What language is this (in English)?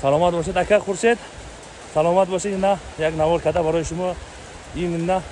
Tajik